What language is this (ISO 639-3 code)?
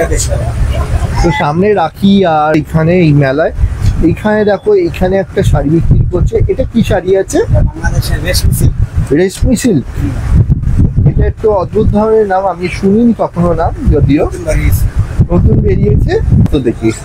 ben